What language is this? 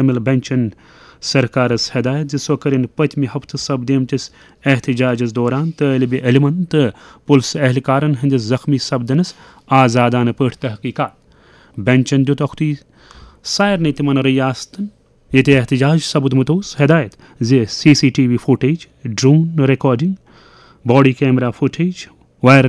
Kashmiri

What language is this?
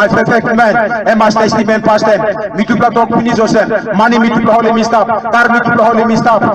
Tok Pisin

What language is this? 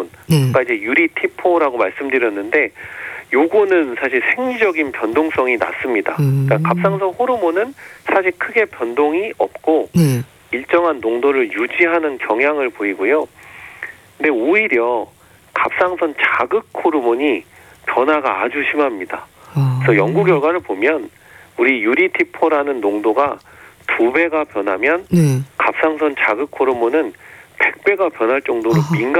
Korean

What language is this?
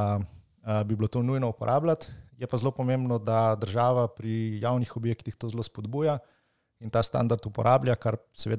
Slovenian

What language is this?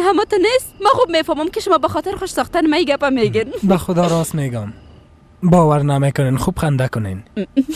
Persian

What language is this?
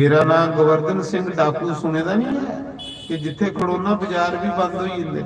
Dogri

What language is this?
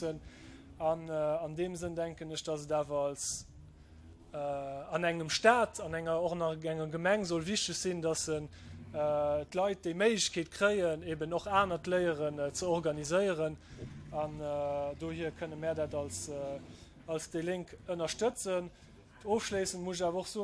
Luxembourgish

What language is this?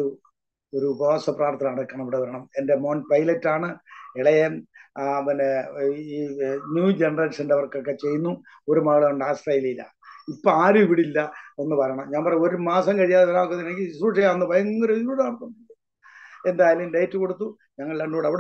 Malayalam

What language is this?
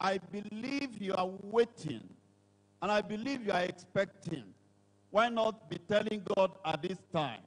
Ewe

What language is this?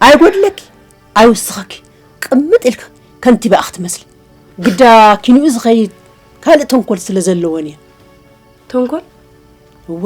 Tigrinya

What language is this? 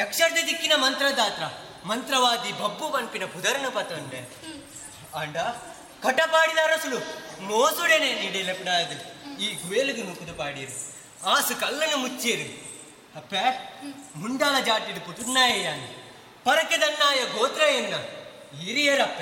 Tulu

